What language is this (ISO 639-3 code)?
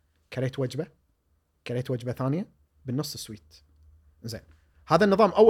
afb